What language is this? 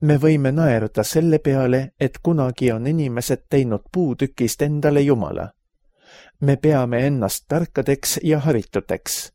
Estonian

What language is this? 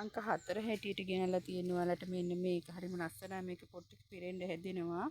Sinhala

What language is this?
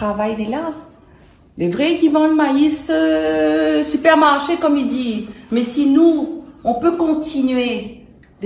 Réunion Creole French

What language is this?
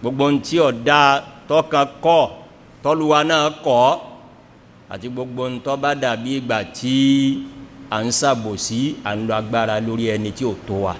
Yoruba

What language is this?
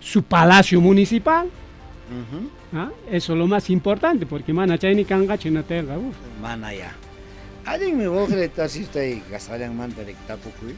Ayacucho Quechua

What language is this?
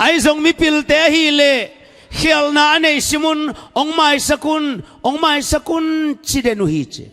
Tedim Chin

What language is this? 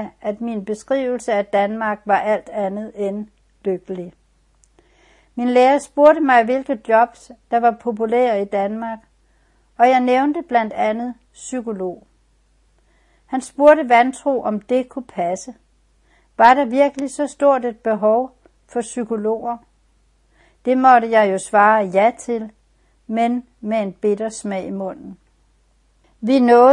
Danish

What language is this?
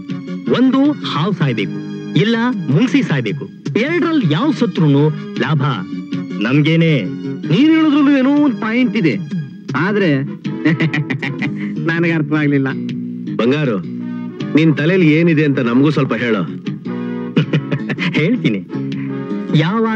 Kannada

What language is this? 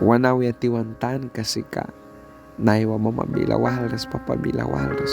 Mískito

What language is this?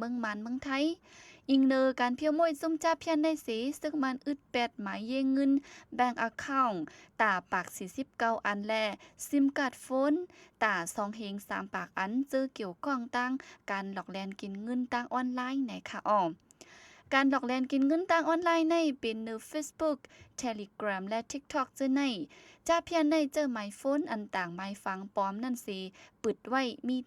Shan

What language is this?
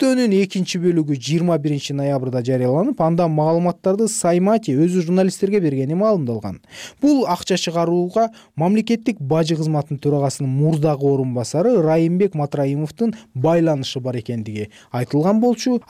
Kyrgyz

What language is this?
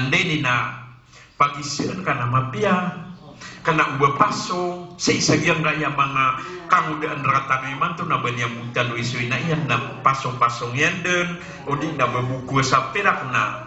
Maranao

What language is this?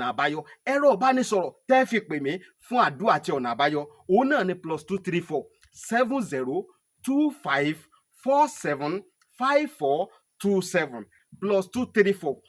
Yoruba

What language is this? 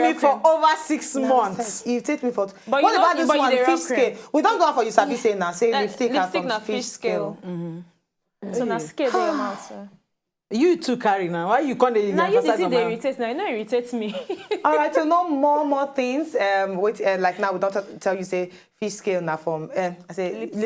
Nigerian Pidgin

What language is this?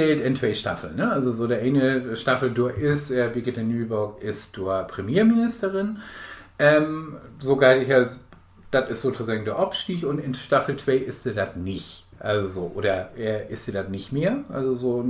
Low German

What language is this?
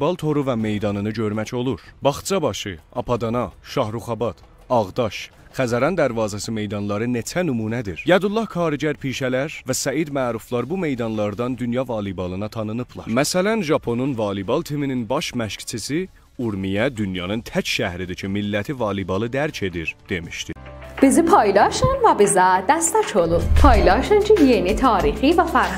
South Azerbaijani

